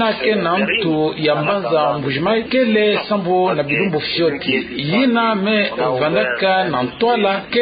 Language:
Kituba (Democratic Republic of Congo)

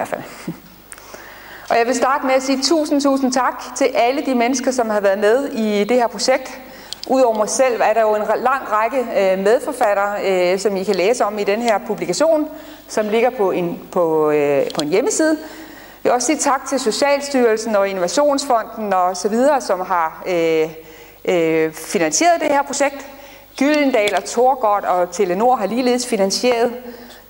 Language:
Danish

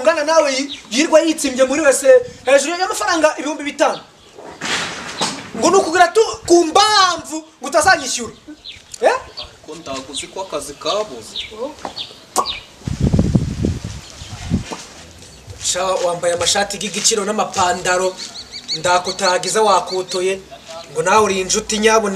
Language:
Kinyarwanda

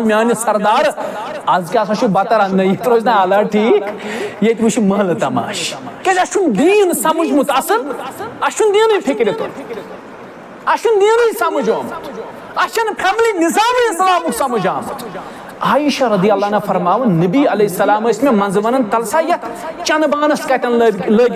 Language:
Kashmiri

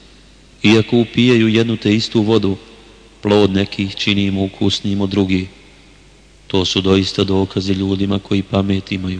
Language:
Bosnian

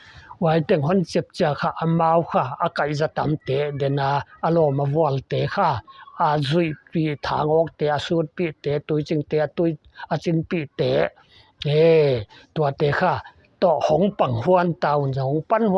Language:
Paite Chin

